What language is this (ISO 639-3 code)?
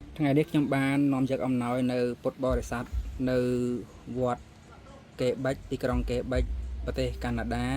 khm